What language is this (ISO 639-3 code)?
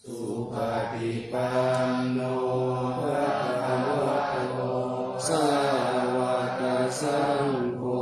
pli